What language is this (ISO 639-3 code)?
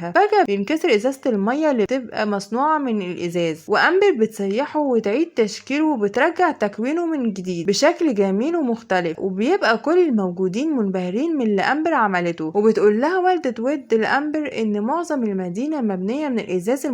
arz